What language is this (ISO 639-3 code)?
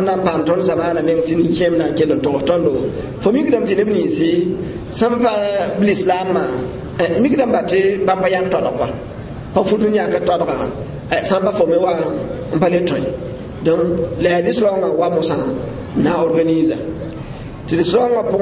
mos